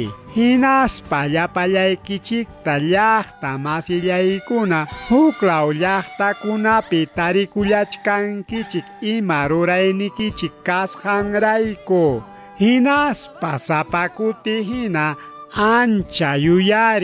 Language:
Ayacucho Quechua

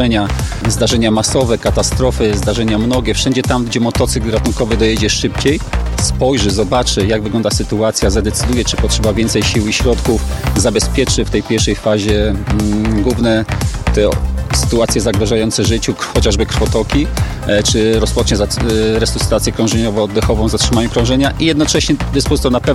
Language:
Polish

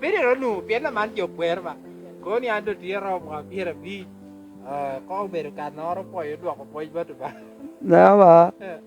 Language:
Lango (Uganda)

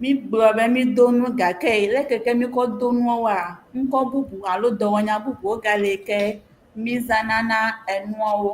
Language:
Ewe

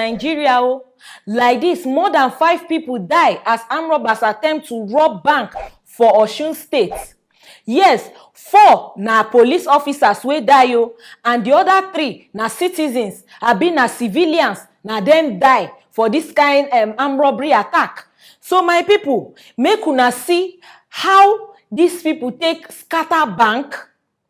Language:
Nigerian Pidgin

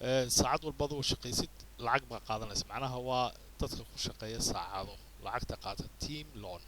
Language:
Somali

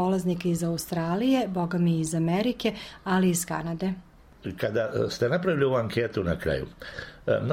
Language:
Serbian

